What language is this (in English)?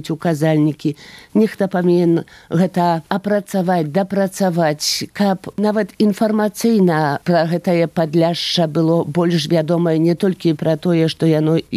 Belarusian